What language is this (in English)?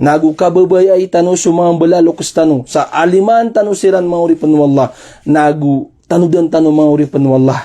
Maranao